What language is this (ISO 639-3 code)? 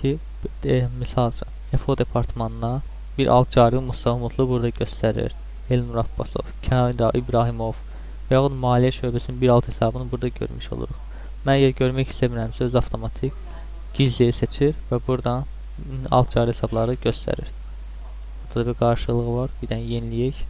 aze